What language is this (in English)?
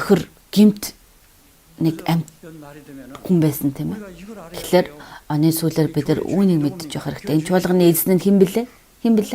Mongolian